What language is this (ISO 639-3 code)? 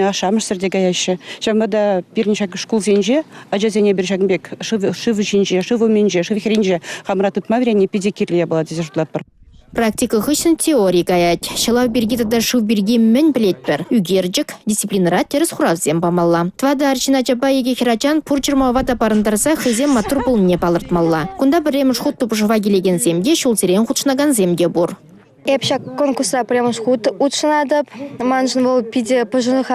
chv